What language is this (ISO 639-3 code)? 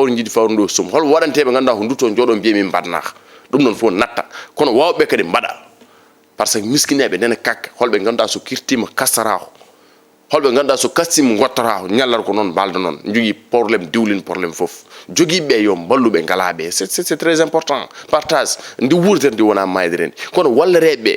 ful